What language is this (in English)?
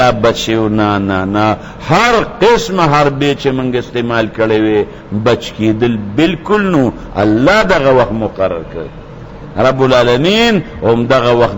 Pashto